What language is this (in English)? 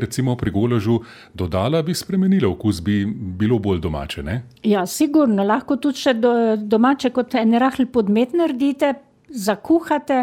Slovenian